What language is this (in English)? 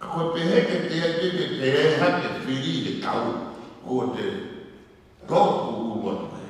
Tongan